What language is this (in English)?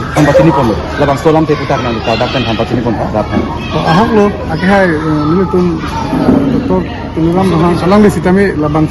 Karbi